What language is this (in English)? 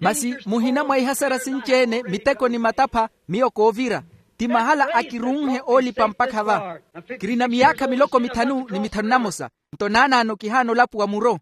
Makhuwa